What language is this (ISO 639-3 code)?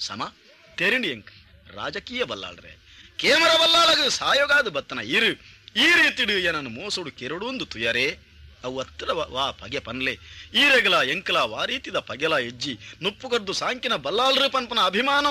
tcy